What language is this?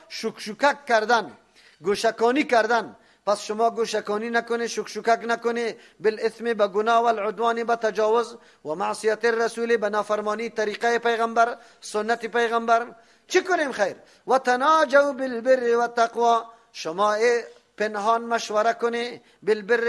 Persian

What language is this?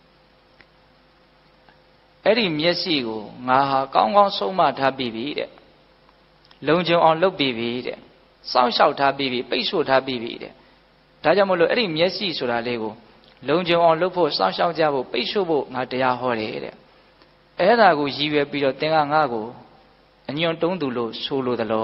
Burmese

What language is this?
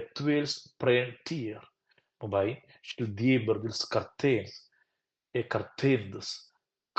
Romansh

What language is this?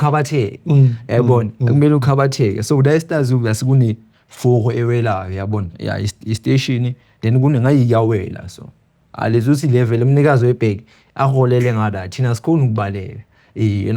Zulu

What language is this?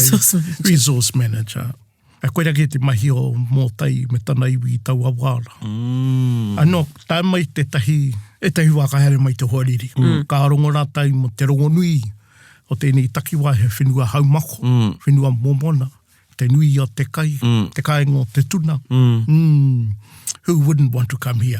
Māori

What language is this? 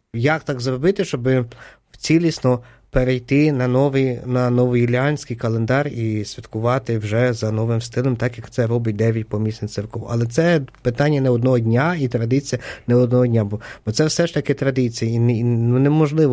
Ukrainian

